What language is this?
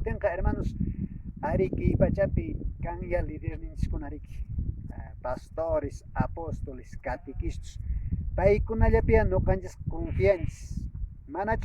Quechua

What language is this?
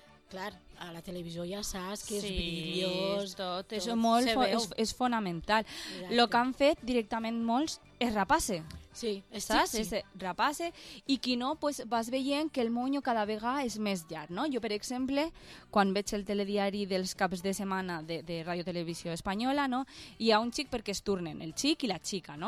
Catalan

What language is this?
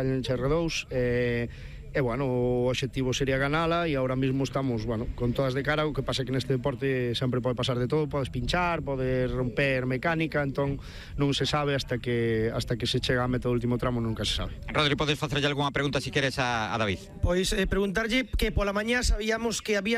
Galician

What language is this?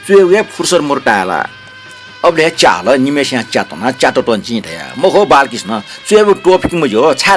Newari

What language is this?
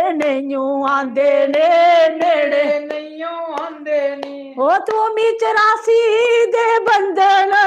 Dogri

